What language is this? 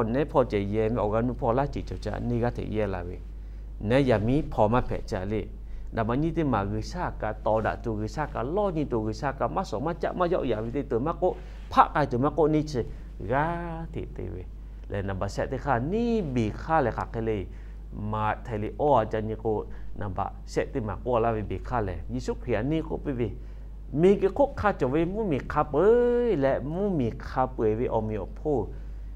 Lahu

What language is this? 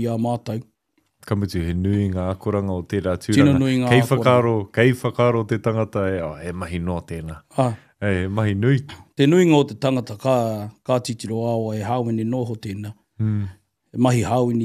Māori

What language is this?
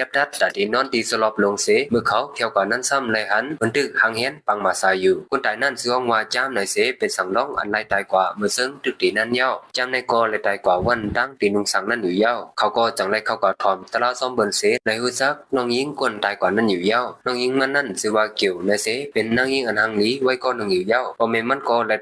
Shan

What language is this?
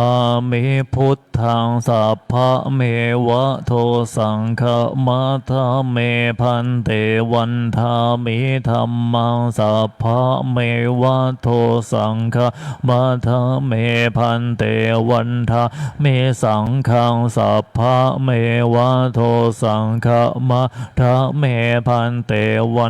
Pali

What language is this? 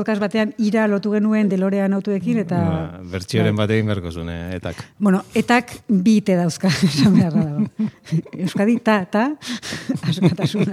Basque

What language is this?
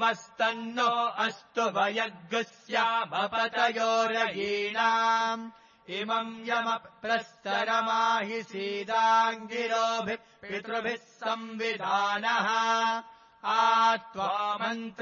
Sanskrit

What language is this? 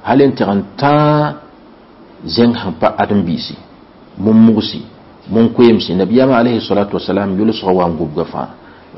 Mossi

